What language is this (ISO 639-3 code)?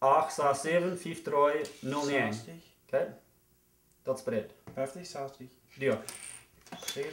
pdt